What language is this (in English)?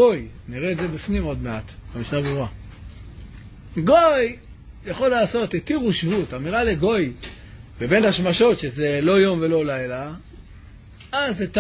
Hebrew